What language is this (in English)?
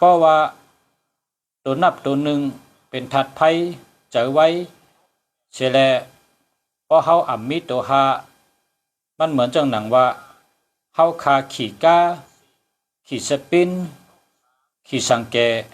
Shan